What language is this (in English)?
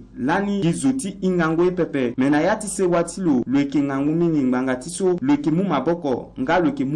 Sango